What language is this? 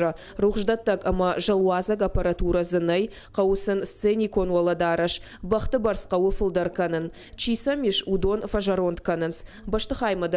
Ossetic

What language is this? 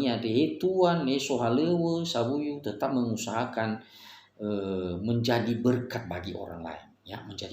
Nias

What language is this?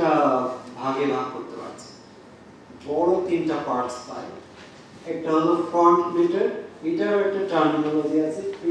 Bangla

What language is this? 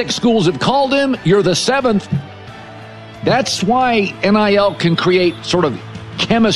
English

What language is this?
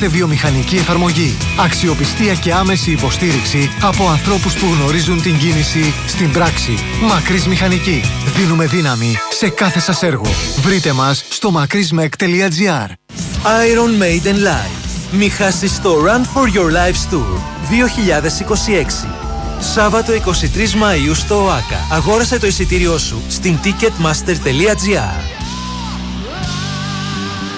Greek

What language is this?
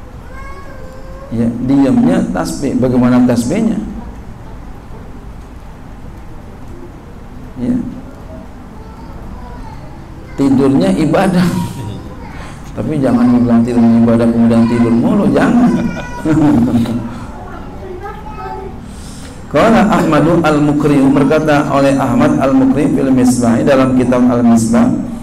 Indonesian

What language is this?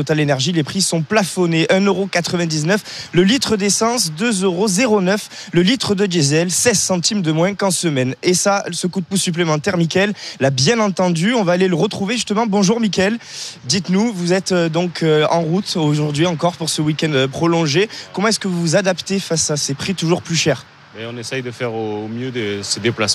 French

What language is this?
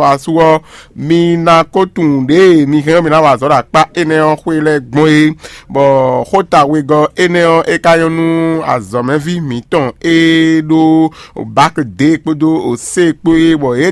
Fon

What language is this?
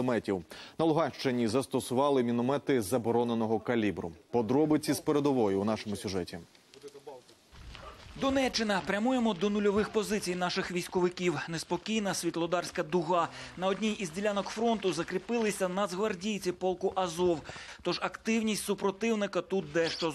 Ukrainian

